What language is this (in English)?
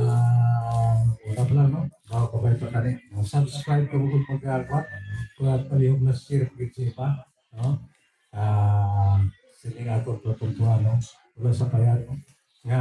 Hiligaynon